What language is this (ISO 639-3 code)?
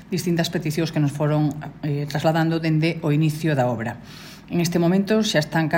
glg